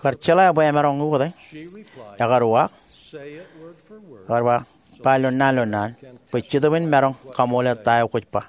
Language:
Marshallese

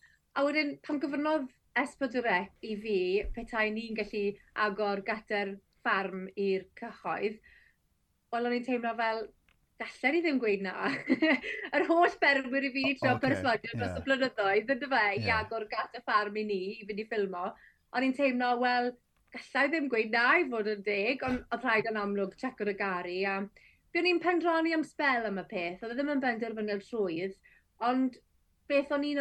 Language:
Welsh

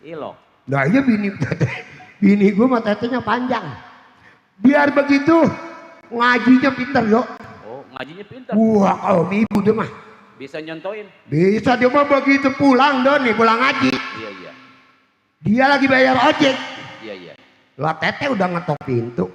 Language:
Betawi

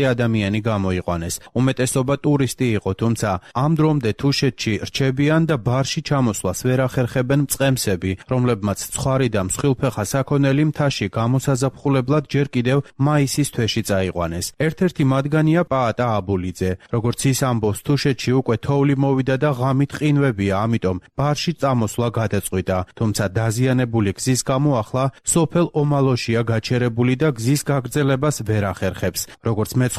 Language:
Georgian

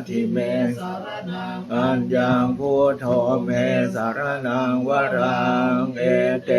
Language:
Pali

